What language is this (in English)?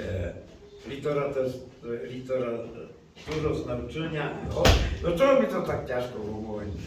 Rusyn